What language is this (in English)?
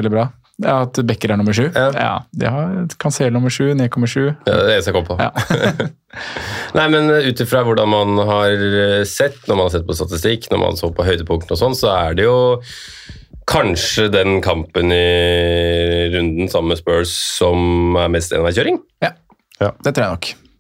Norwegian